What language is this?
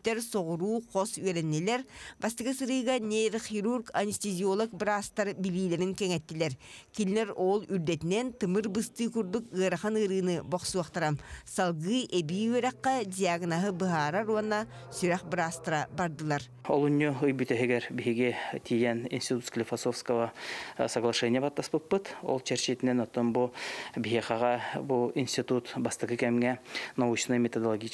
Yakut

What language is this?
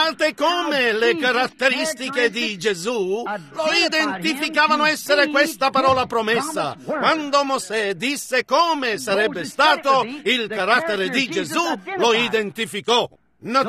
Italian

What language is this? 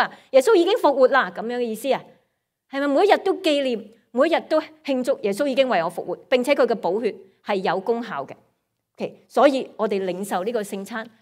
Cantonese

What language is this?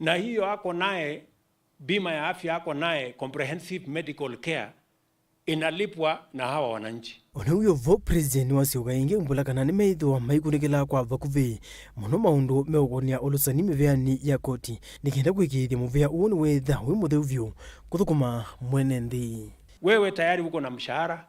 Kamba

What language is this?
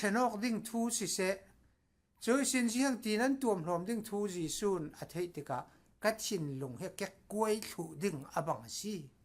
Falam Chin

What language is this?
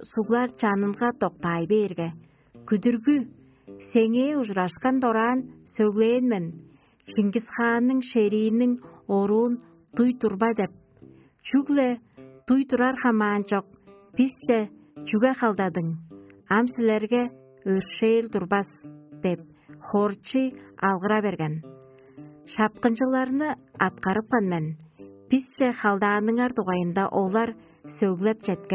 Tuvinian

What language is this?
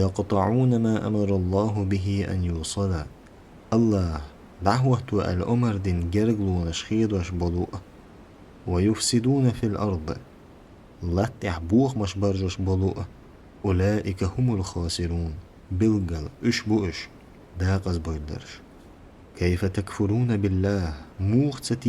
Chechen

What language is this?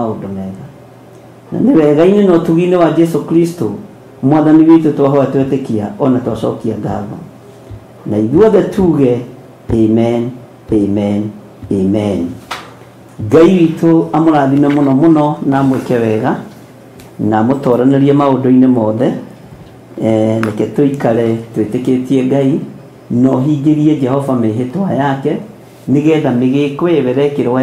Kikuyu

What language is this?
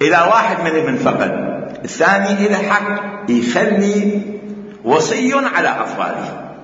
Mesopotamian Arabic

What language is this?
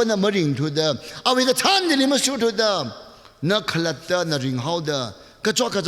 Tangkhul Naga (India)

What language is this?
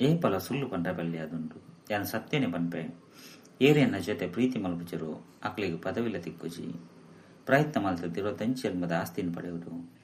Tulu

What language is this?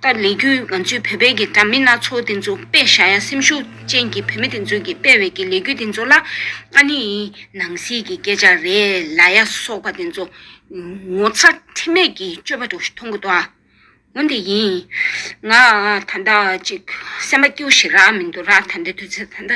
Tibetan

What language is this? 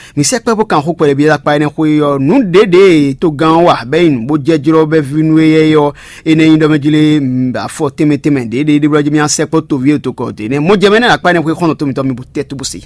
Fon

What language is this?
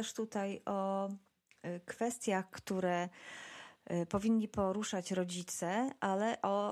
Polish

